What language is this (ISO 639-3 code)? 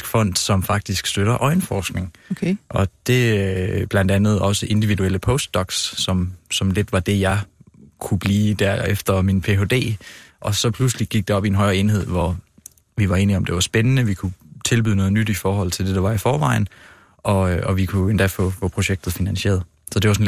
dan